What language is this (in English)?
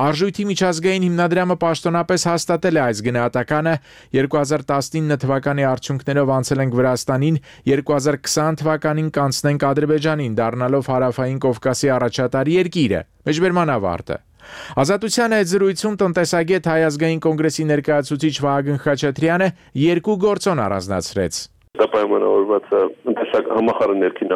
Armenian